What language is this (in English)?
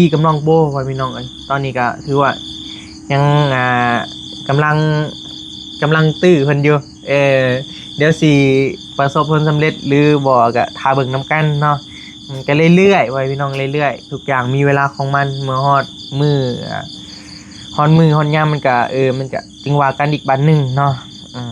Northeastern Thai